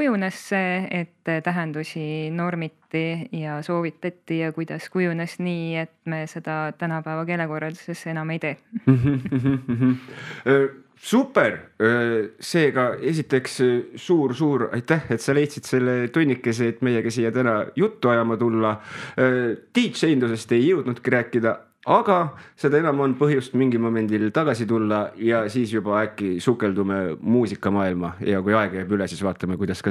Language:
Estonian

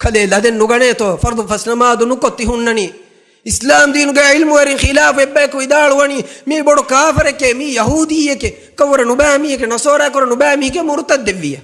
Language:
Divehi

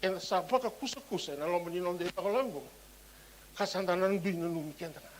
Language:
Fijian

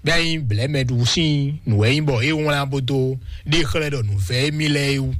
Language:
Fon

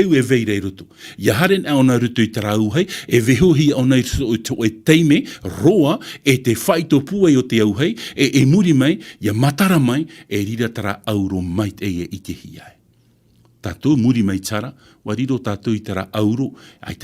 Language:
Tahitian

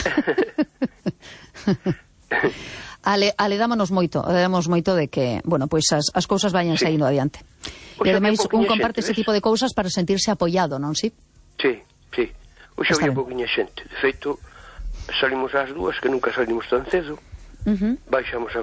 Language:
Galician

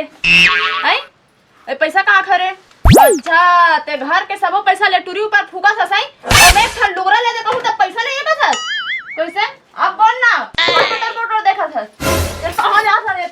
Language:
Chhattisgarhi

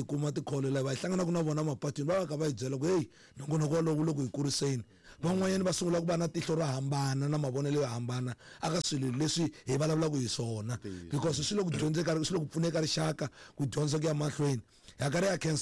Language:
Tsonga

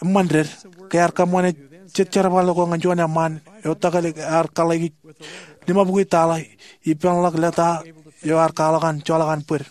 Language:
Marshallese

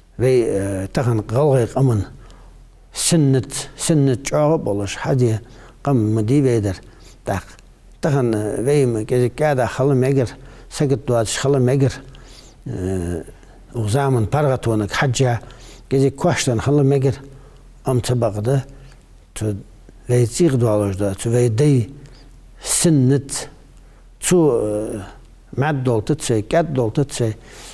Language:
Ingush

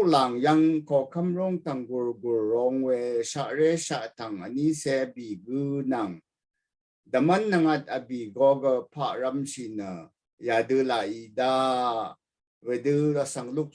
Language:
Rawang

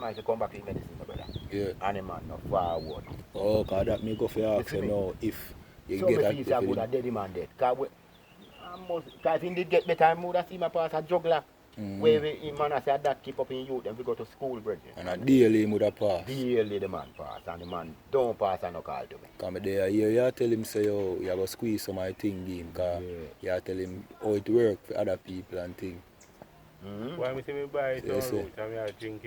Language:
Jamaican Creole English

